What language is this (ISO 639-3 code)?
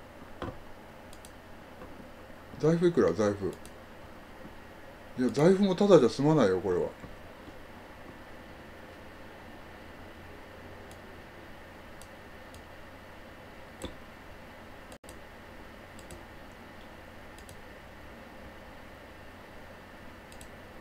jpn